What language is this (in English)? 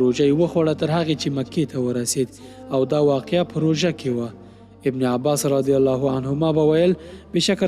Pashto